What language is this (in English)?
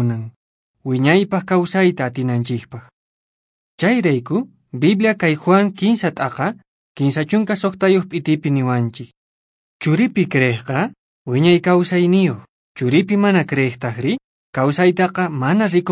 Quechua